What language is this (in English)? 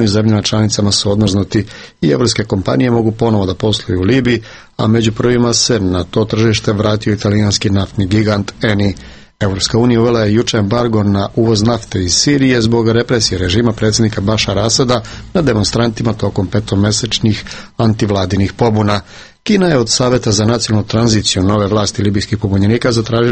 Serbian